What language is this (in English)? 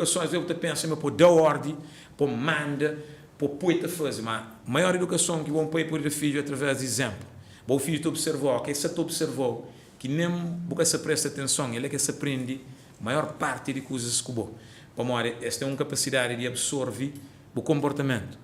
Kabuverdianu